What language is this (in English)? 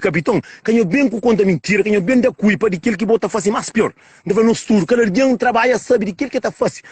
Kabuverdianu